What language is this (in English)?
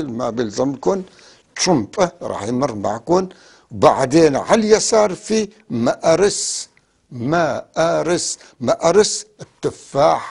North Levantine Arabic